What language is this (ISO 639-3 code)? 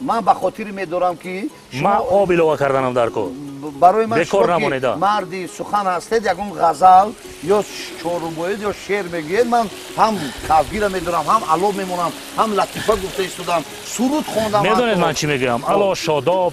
tgk